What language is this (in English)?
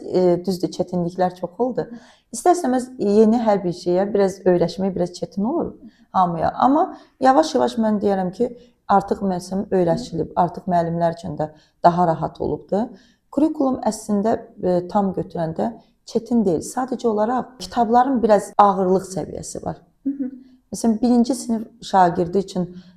Azerbaijani